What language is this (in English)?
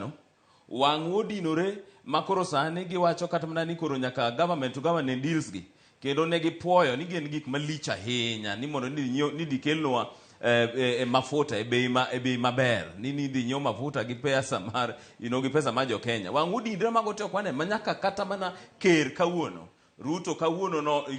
Luo (Kenya and Tanzania)